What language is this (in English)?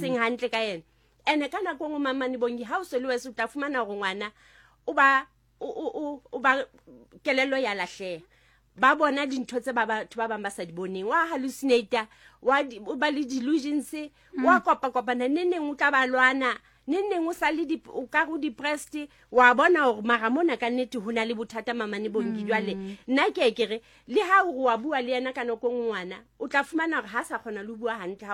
Southern Sotho